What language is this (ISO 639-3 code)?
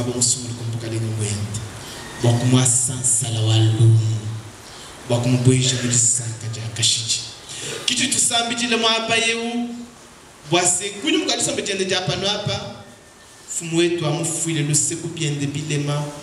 lua